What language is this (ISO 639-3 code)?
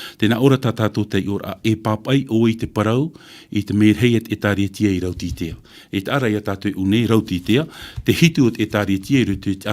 tah